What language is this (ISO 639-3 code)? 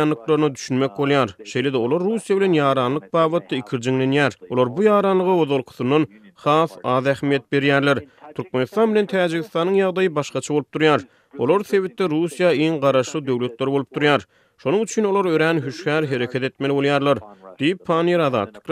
tuk